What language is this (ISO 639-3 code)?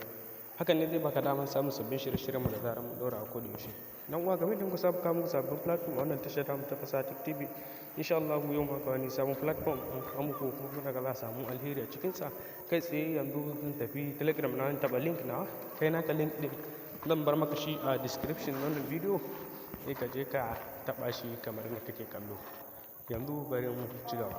hau